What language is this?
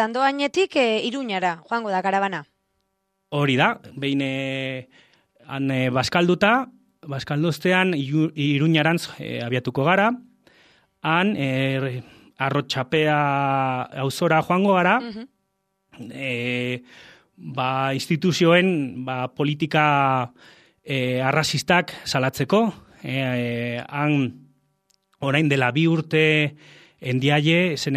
Basque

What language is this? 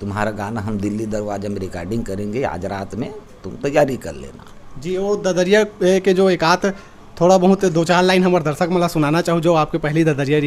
Chhattisgarhi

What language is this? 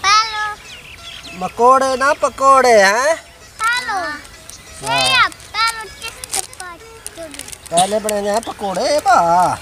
Saraiki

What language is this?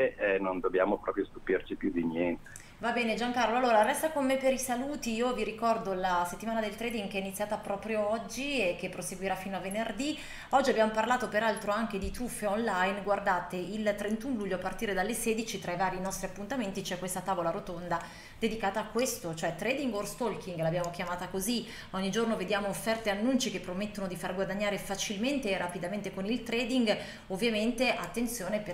Italian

